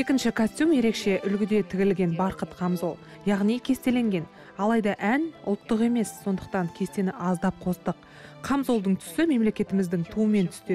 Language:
Kazakh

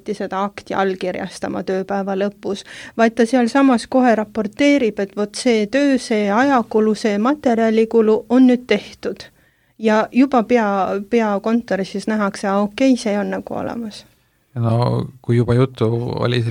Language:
Estonian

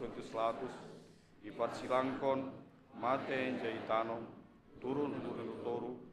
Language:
Batak Simalungun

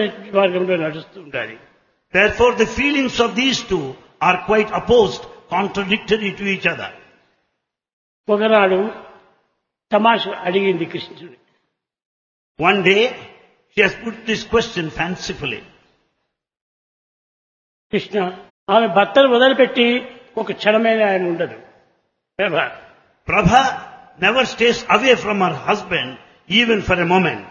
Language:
Telugu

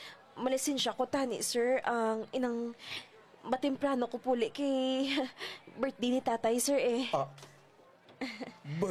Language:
Hiligaynon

